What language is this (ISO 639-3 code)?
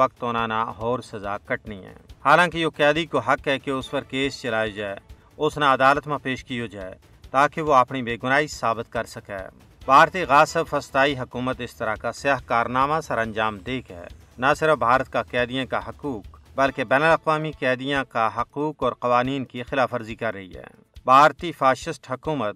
gju